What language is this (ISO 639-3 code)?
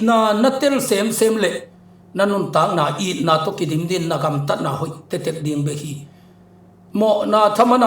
ctd